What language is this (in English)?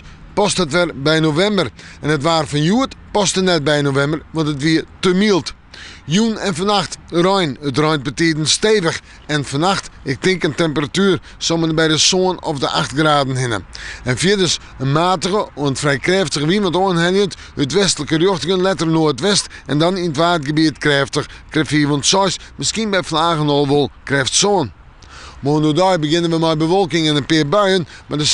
Western Frisian